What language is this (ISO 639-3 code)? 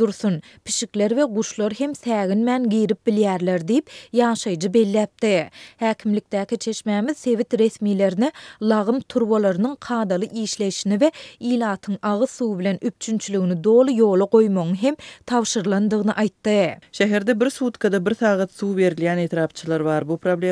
tuk